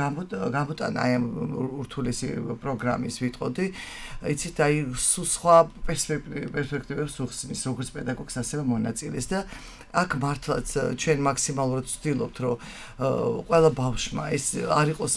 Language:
Georgian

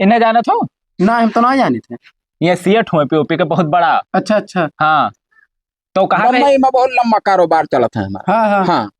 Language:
Awadhi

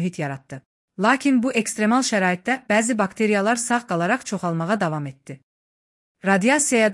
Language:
Azerbaijani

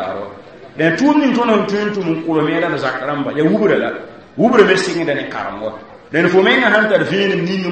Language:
Mossi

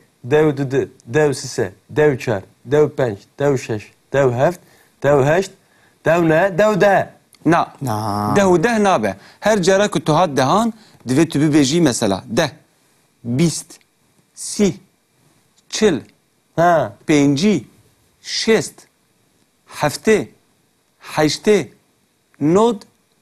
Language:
Kurdish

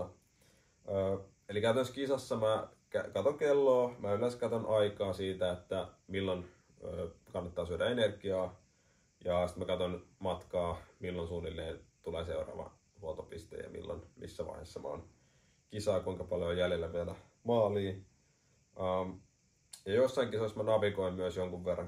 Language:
Finnish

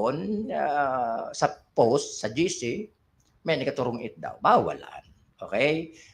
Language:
Bikol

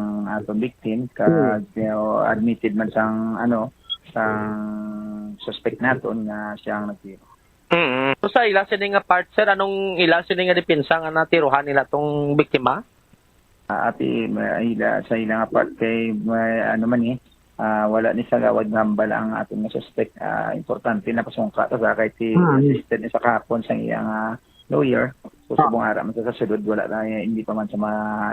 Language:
Hiligaynon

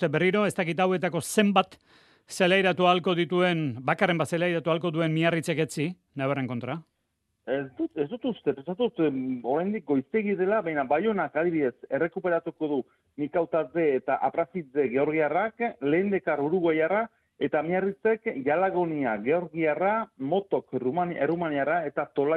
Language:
Basque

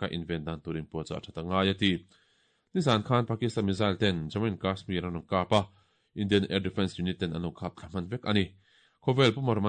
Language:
Mizo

